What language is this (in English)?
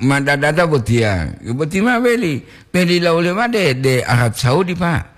Gorontalo